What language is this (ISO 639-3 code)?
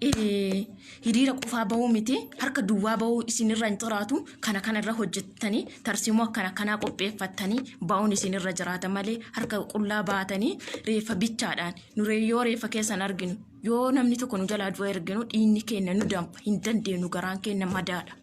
orm